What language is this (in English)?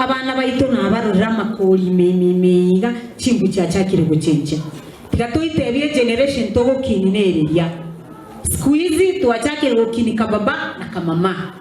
Gusii